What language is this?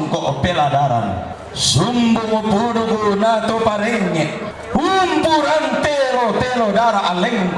Toraja-Sa'dan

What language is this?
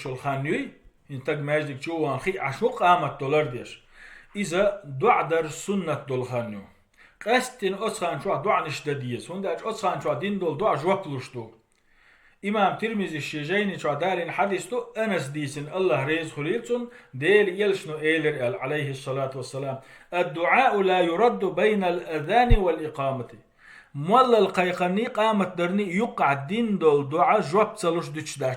Chechen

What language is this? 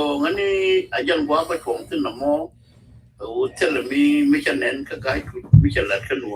Nuer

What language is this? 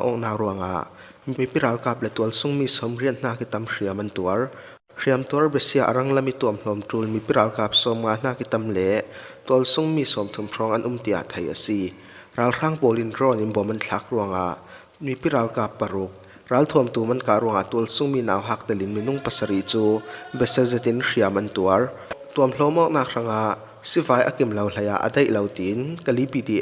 Falam Chin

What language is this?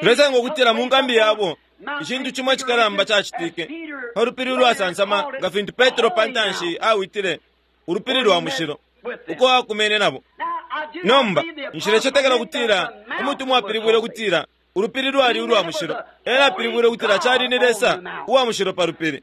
Bemba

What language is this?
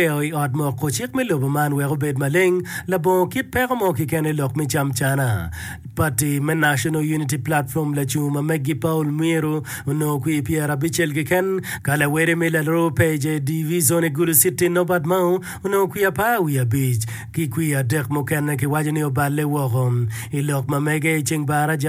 Acoli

